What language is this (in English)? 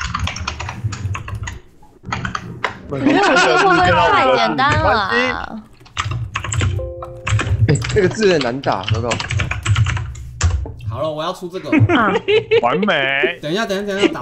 Chinese